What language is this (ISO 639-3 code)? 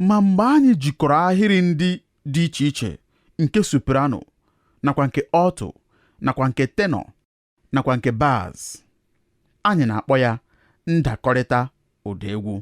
ibo